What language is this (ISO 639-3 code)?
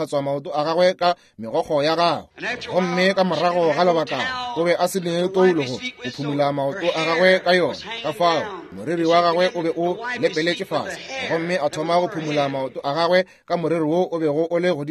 nso